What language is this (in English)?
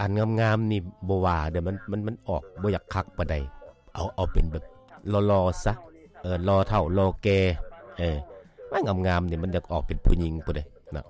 Lao